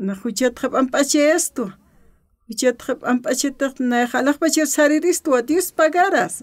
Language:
Aymara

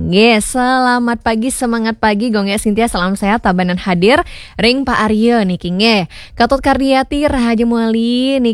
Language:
Balinese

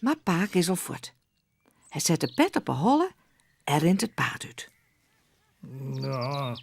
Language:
Western Frisian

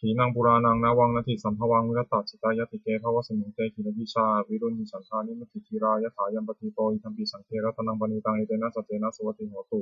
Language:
Pali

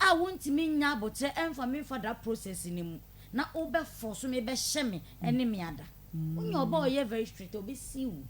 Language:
Akan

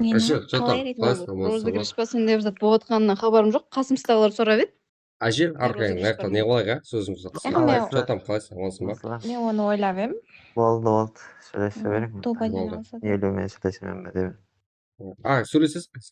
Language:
Kara-Kalpak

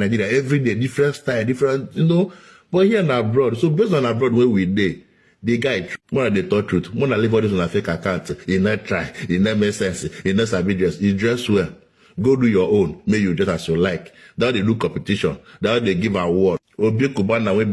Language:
Nigerian Pidgin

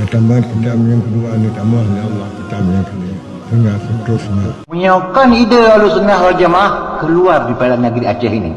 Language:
Achinese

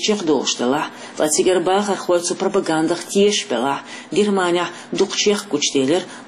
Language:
Chechen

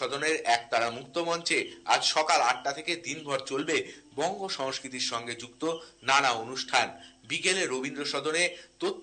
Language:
Bangla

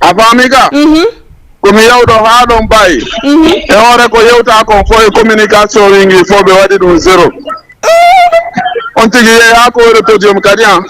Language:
Fula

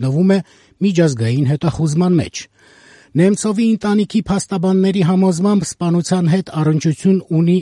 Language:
Armenian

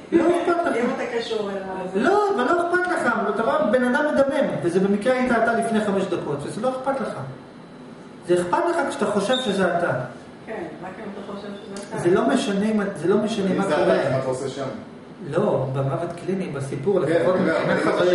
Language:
Hebrew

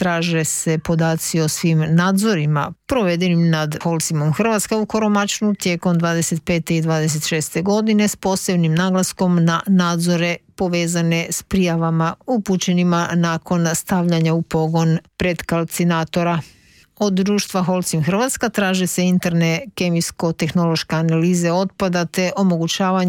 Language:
Croatian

